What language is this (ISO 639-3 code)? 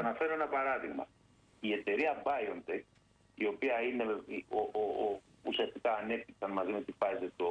ell